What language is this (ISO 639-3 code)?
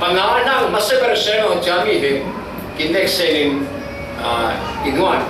cfm